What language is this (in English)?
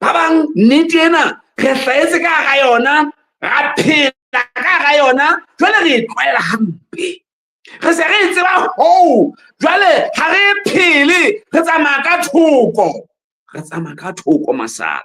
Southern Sotho